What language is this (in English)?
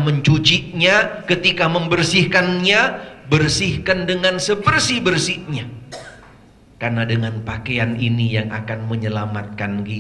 Indonesian